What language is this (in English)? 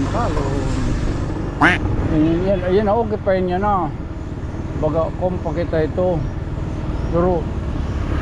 Waray